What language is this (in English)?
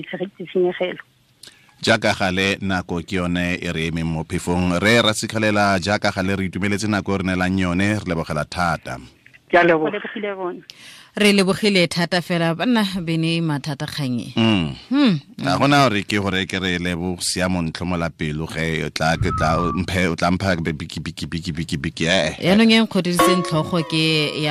Tswana